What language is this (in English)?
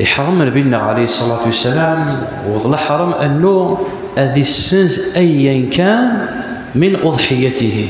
Kabyle